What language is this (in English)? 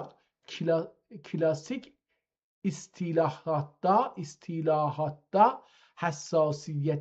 South Azerbaijani